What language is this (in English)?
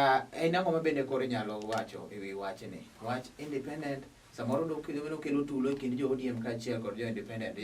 Luo (Kenya and Tanzania)